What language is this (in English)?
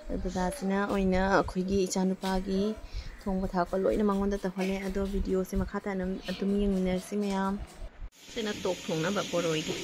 Manipuri